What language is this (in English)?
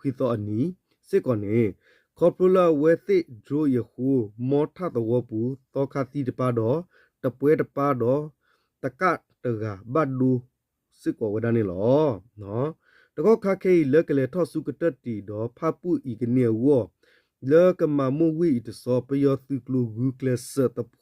S'gaw Karen